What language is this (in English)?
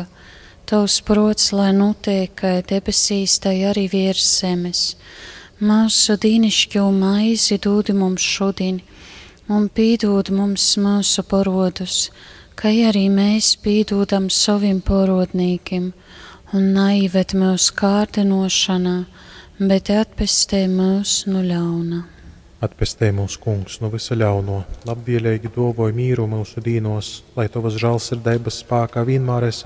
Latgalian